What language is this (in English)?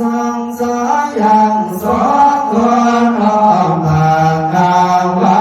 Pali